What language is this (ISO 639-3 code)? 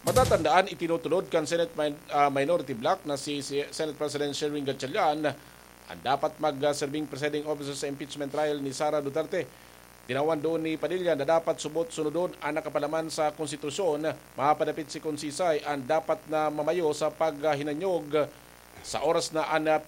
bik